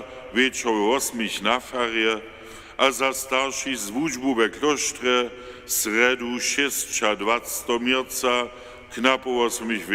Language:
Upper Sorbian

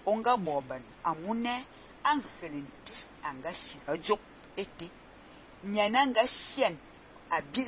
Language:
Fang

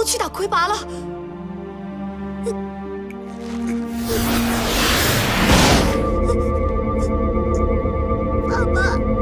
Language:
Chinese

